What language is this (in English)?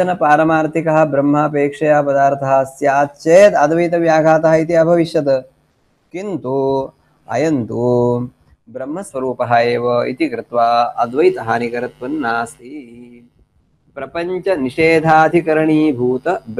Sanskrit